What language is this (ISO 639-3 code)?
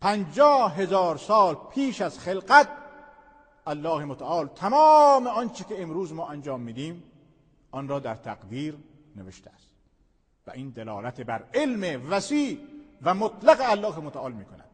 fas